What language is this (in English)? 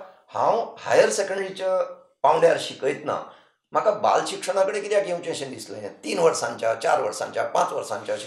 Konkani